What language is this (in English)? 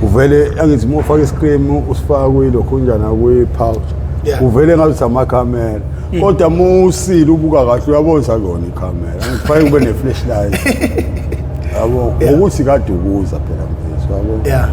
Zulu